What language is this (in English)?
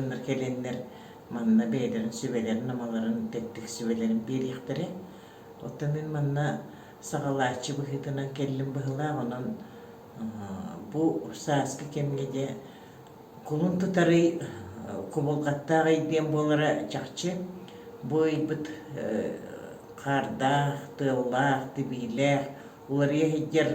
Yakut